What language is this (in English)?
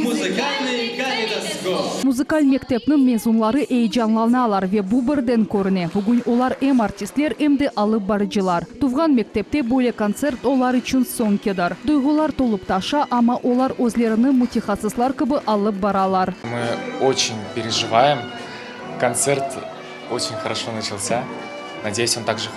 Crimean Tatar